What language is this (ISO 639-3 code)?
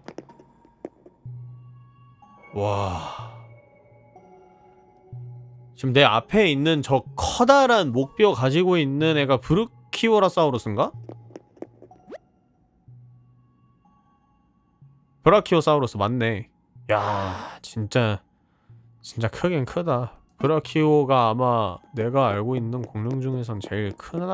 kor